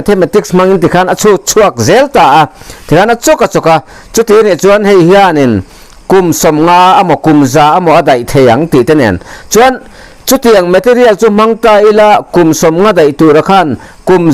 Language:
Mizo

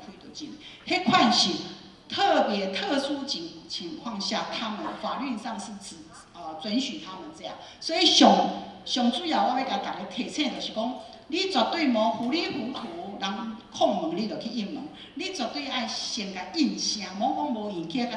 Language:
Min Nan Chinese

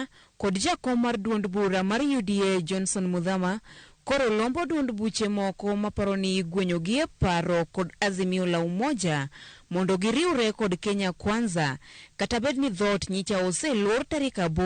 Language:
Luo (Kenya and Tanzania)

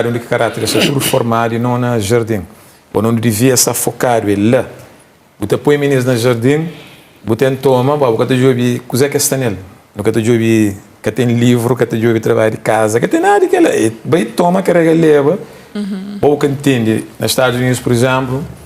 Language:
Kabuverdianu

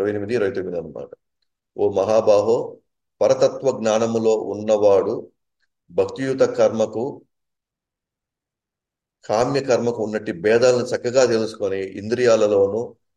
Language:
Telugu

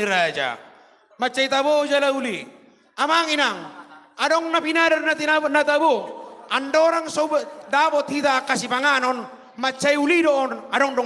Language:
Batak Toba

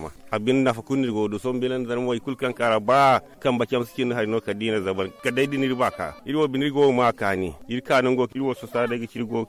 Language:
Zarma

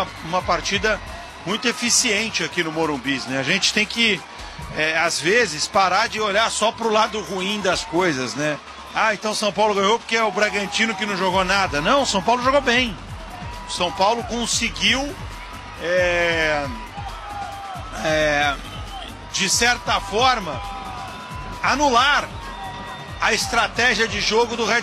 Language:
Portuguese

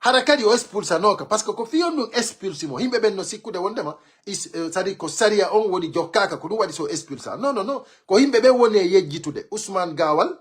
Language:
Pular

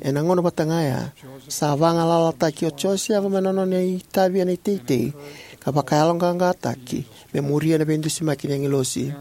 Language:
Fijian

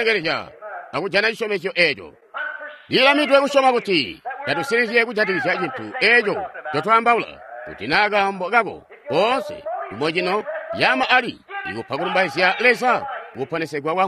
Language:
Tonga (Zambia)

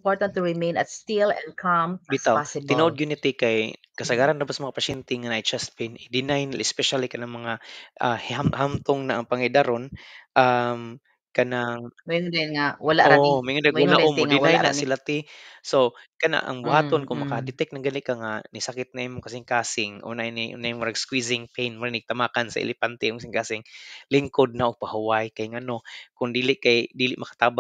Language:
Cebuano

